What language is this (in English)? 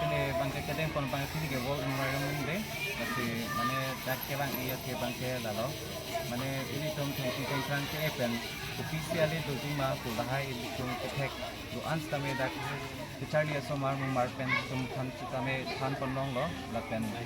Karbi